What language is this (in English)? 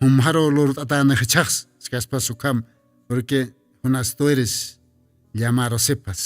Aymara